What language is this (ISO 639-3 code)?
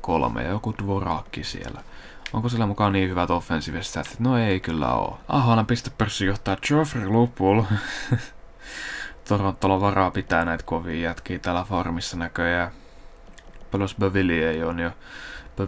fin